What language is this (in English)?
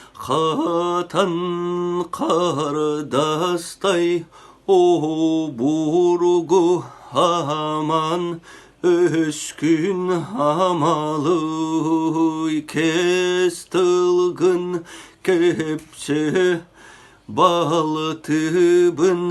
Yakut